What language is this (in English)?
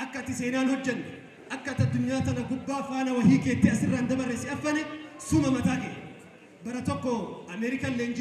Oromo